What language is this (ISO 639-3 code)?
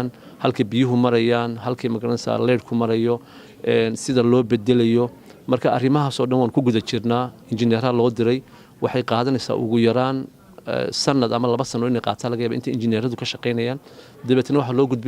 som